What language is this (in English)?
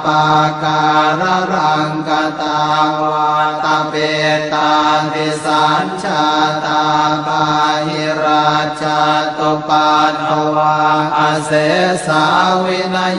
Pali